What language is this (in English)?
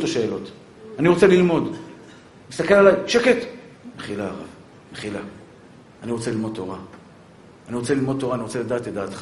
Hebrew